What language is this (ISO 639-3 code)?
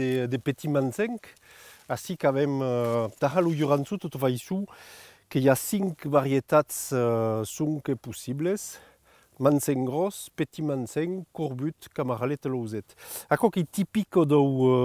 oci